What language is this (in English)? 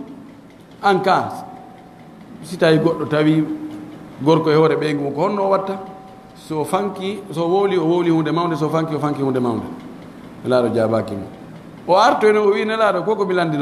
Fula